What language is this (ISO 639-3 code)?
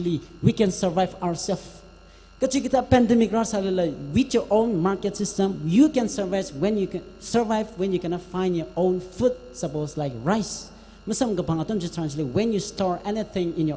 nmf